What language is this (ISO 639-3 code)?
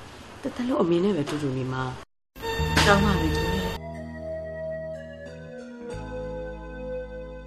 mya